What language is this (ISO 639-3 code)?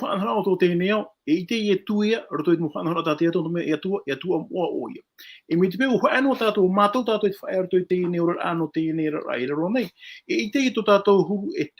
tah